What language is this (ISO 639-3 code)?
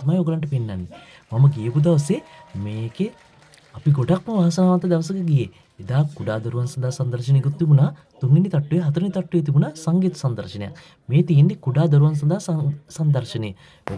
sin